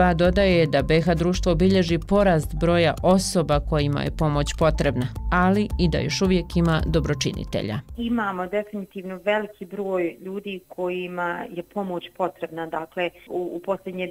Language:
Bosnian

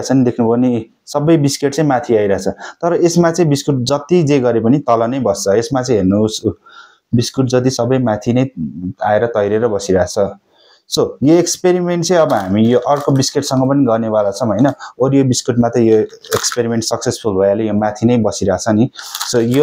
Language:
Nepali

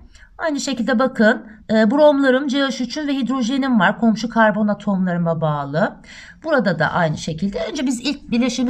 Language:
Turkish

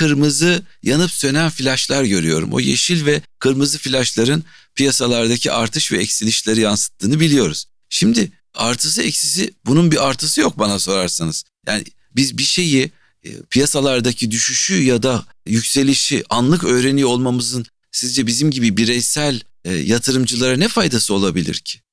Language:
Turkish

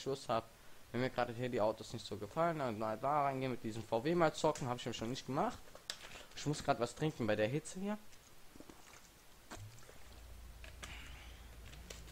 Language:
German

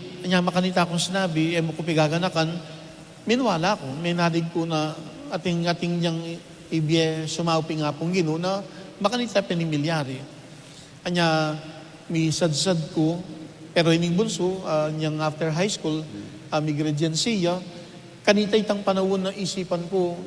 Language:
Pampanga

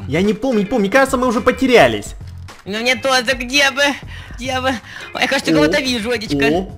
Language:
Russian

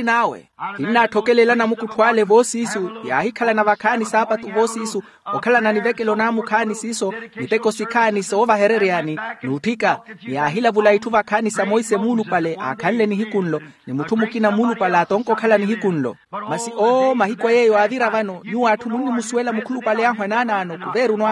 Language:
Makhuwa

